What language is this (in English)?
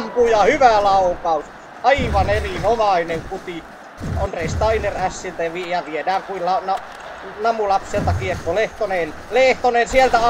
Finnish